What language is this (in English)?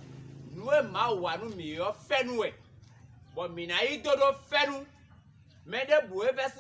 Fon